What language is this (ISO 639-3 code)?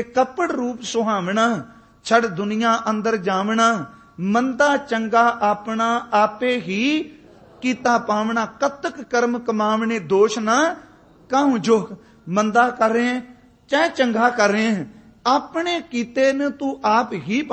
pan